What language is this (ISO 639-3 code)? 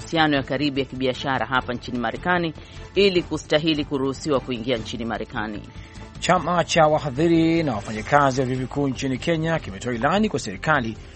swa